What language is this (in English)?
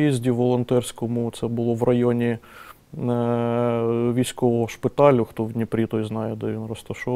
Ukrainian